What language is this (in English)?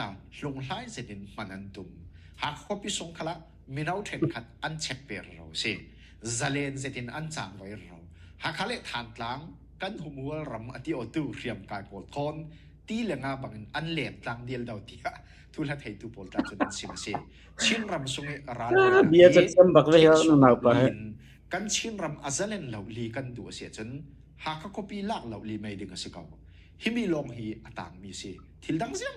Hakha Chin